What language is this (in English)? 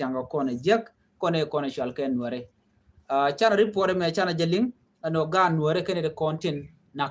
Nuer